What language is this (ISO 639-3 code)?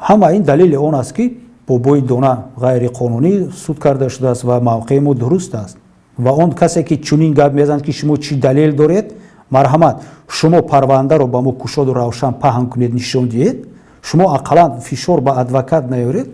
tgk